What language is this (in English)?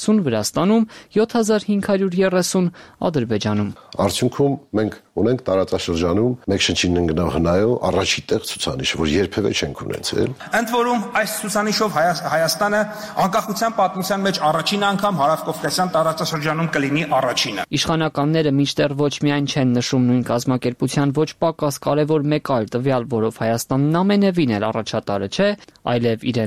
Armenian